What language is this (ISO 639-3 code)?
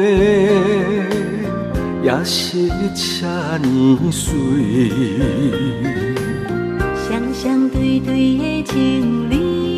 zho